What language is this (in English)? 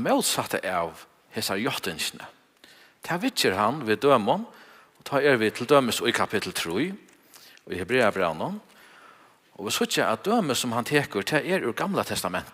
Faroese